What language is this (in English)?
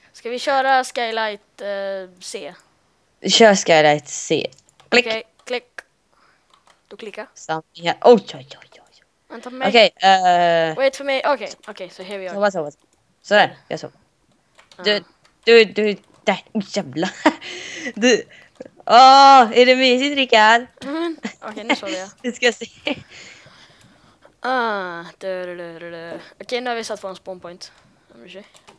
Swedish